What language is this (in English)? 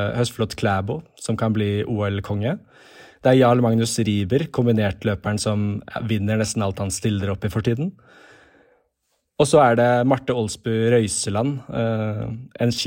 Norwegian